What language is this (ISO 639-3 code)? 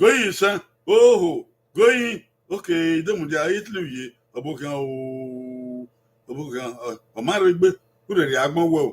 bin